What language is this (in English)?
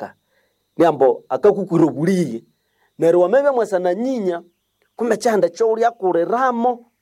Nande